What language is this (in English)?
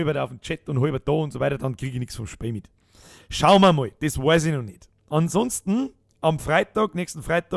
Bavarian